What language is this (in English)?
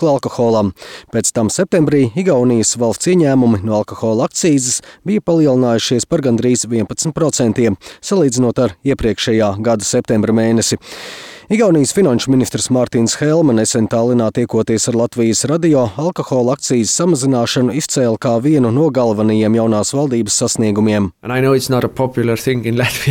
Latvian